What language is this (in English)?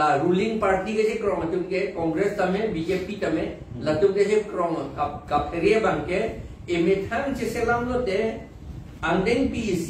Karbi